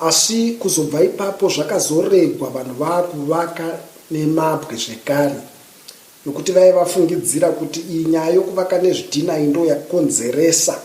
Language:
Shona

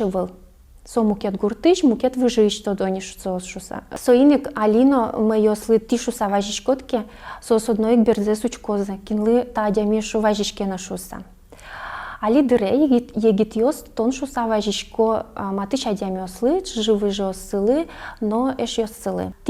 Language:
Udmurt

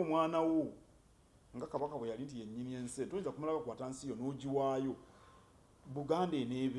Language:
Ganda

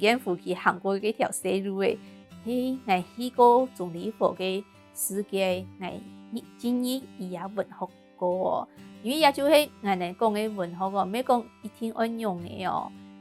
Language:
Hakka Chinese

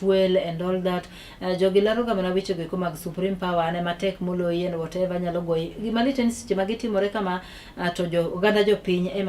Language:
Luo (Kenya and Tanzania)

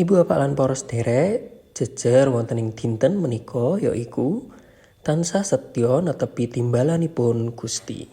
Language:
Javanese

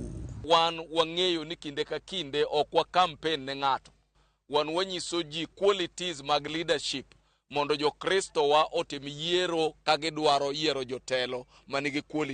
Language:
Luo (Kenya and Tanzania)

